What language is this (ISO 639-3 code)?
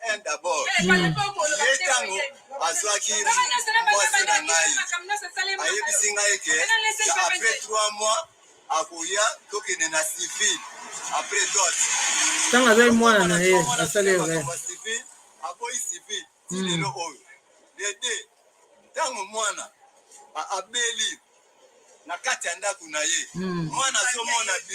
lin